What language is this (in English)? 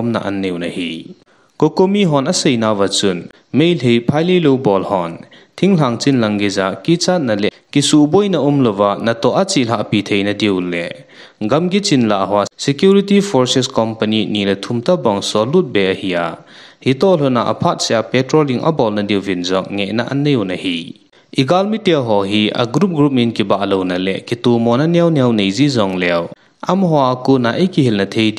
Thado Chin